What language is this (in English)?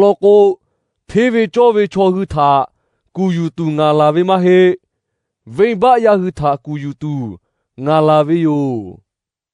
Lahu